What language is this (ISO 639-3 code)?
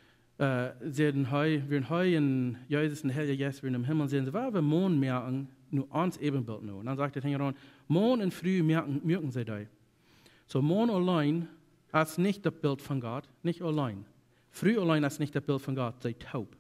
pdt